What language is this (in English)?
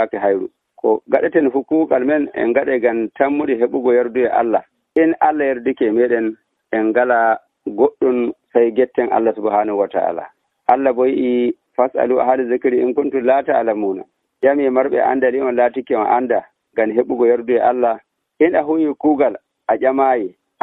Nigerian Fulfulde